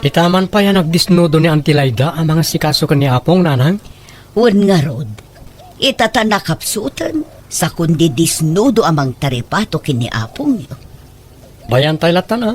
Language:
Iloko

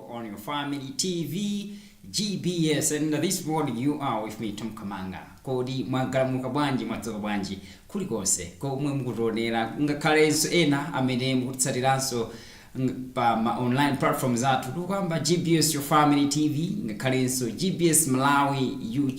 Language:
Nyanja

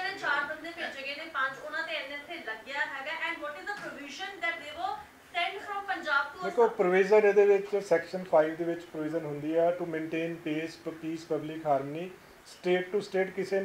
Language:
Punjabi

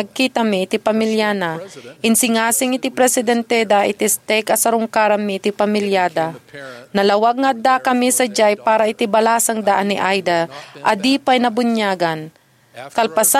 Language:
Iloko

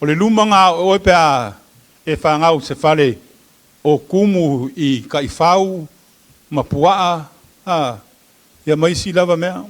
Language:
Samoan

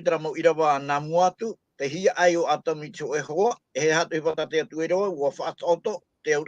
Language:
Tahitian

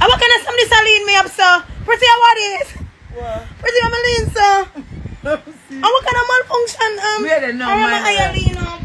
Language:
Jamaican Creole English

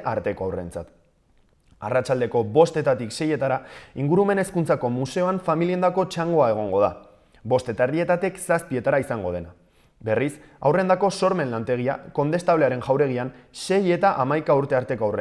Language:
Basque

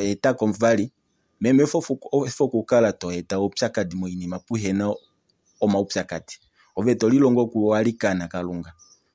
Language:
Kuanyama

